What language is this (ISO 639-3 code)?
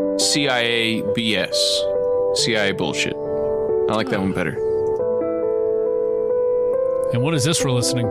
eng